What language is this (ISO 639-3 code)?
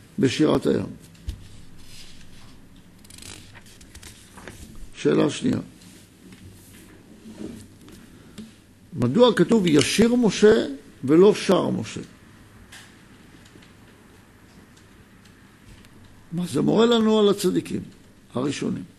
heb